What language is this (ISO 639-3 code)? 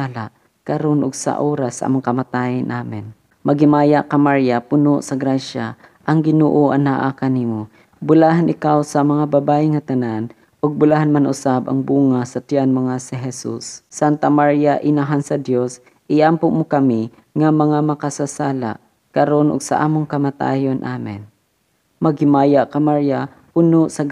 ceb